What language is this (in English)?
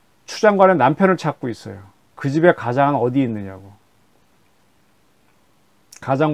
Korean